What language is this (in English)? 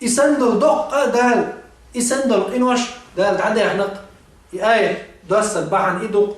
Chechen